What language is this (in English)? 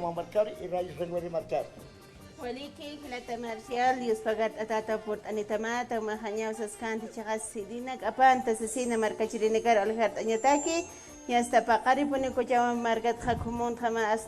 Aymara